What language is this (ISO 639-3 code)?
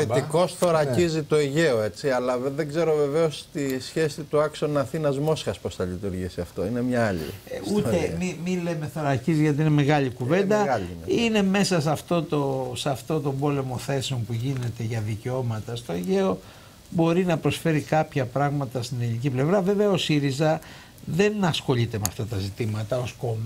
ell